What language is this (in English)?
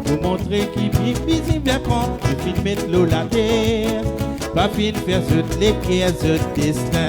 Morisyen